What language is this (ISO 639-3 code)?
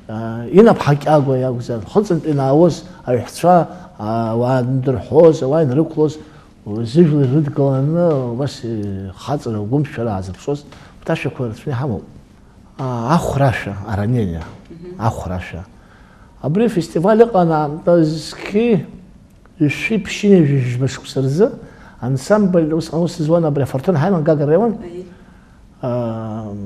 abk